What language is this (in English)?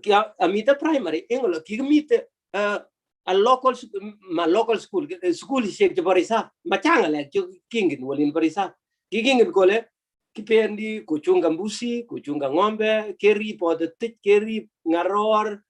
Kalenjin